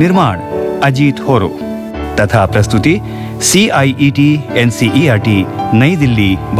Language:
Hindi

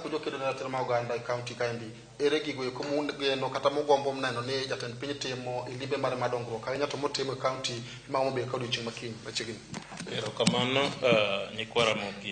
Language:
Luo (Kenya and Tanzania)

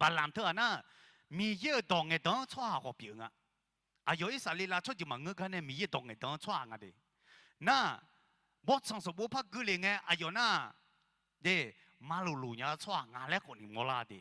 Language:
Akha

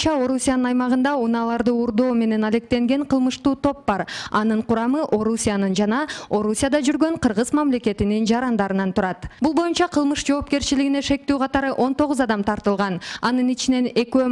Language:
Kyrgyz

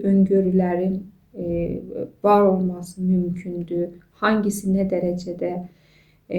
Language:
Azerbaijani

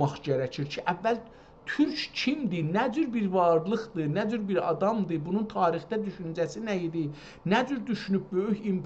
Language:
South Azerbaijani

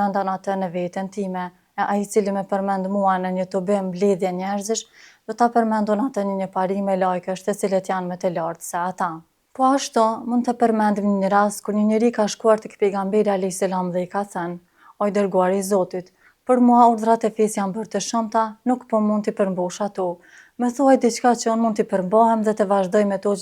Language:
Albanian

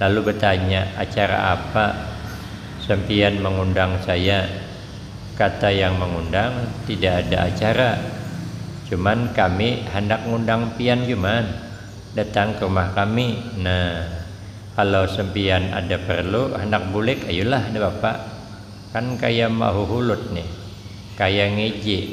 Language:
Banjar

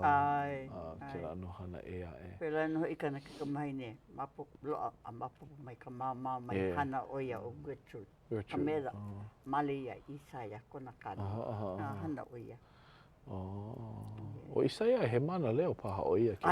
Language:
Hawaiian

